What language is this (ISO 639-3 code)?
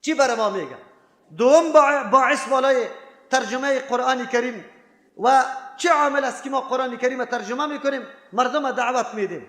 fas